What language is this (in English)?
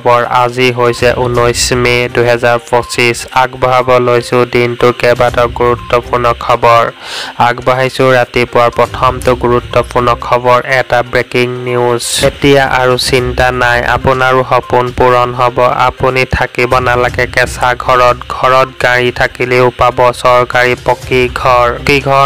Assamese